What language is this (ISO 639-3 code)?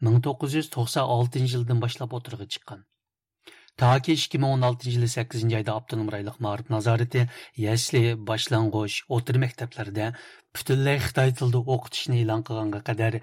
uig